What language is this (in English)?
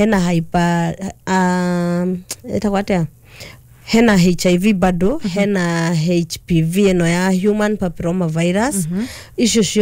Kikuyu